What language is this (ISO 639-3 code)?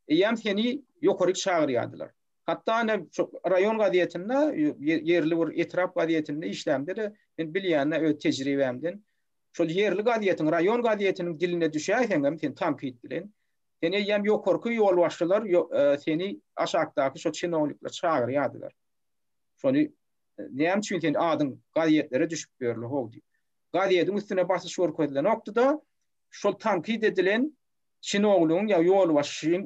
tuk